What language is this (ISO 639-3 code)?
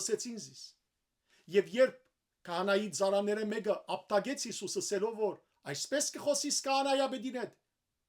hyw